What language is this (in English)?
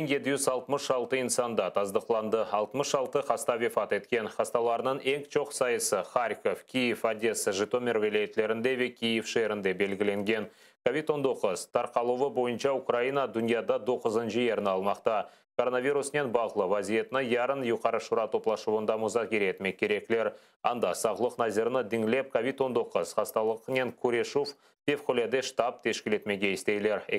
Crimean Tatar